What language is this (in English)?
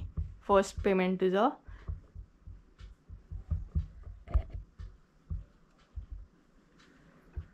Konkani